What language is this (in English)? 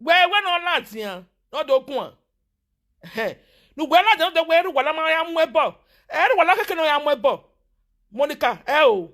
Nigerian Pidgin